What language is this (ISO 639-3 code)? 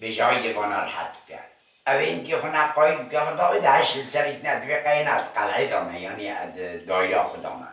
kur